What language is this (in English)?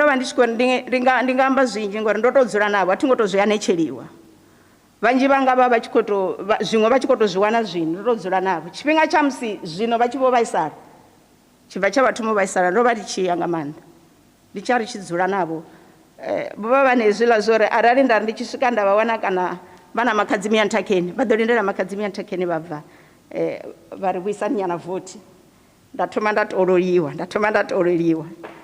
Venda